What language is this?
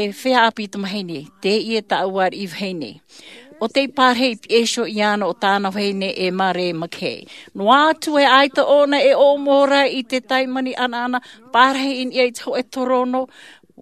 Tahitian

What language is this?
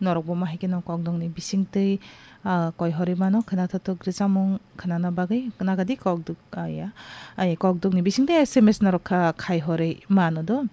Kok Borok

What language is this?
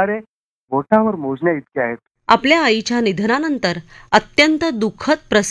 Marathi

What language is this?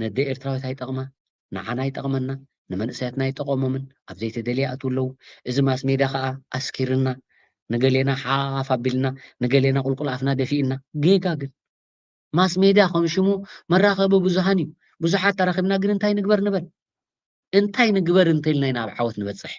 Tigrinya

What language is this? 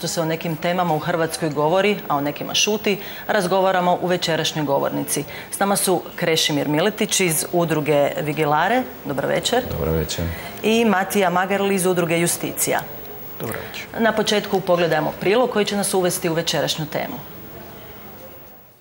Croatian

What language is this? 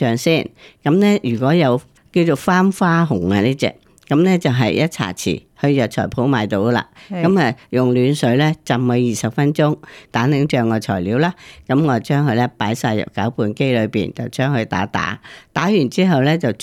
Cantonese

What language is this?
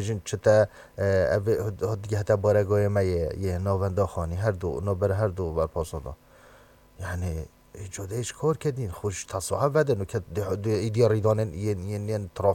Kurdish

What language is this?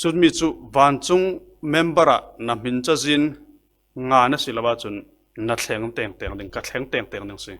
Falam Chin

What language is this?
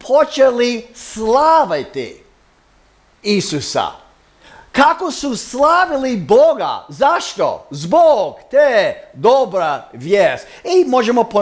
Croatian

